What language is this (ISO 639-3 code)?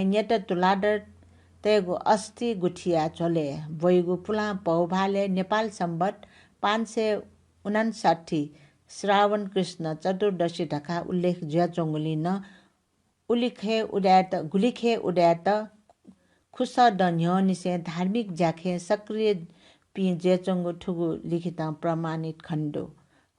new